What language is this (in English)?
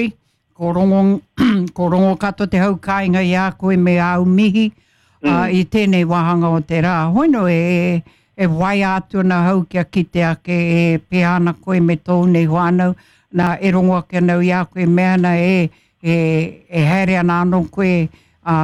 Māori